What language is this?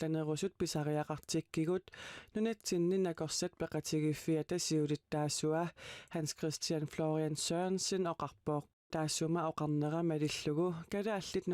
Kalaallisut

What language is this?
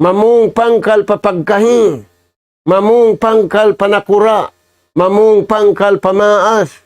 Tausug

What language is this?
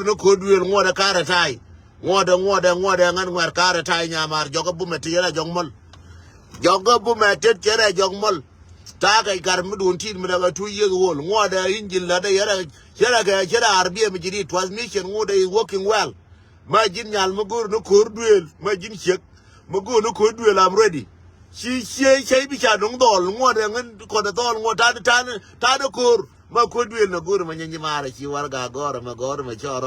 Nuer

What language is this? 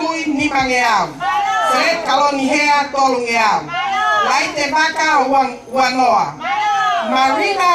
Tongan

